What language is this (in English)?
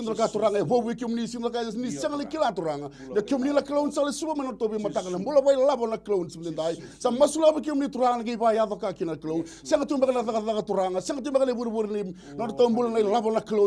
Fijian